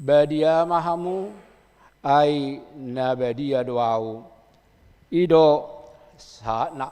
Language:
Batak Toba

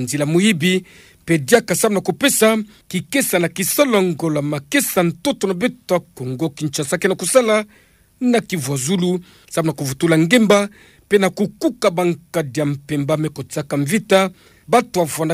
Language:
Kituba (Democratic Republic of Congo)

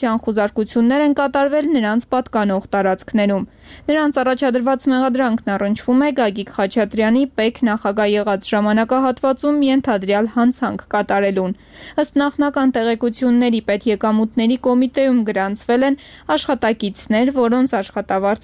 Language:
Armenian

